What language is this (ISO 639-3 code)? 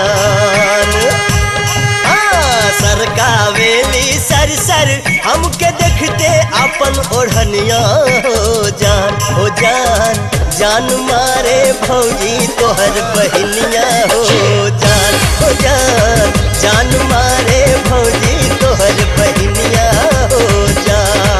bho